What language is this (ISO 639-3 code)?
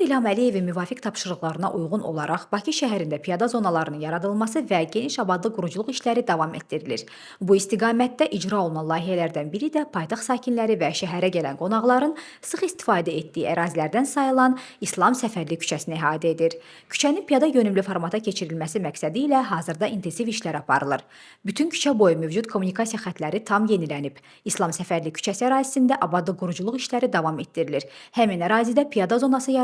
aze